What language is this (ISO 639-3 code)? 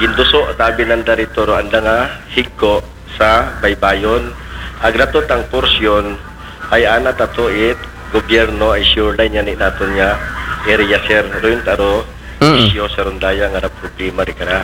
akl